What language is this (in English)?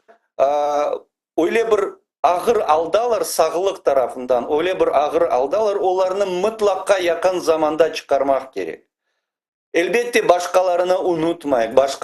Crimean Tatar